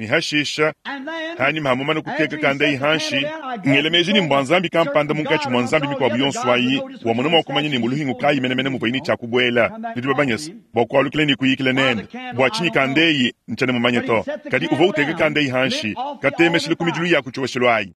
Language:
Luba-Lulua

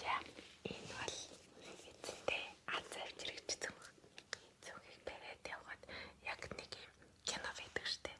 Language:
Mongolian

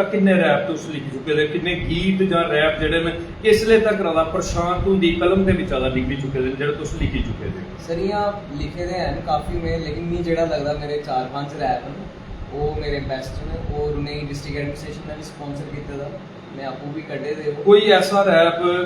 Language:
Dogri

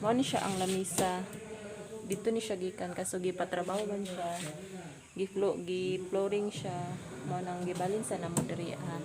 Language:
Cebuano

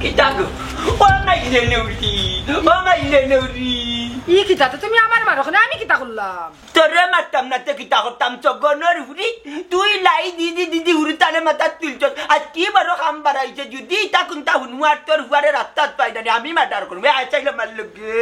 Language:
Sylheti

